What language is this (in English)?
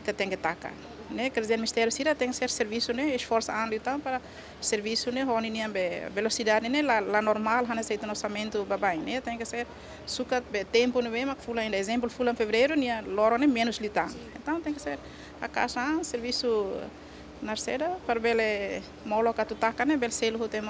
Tetum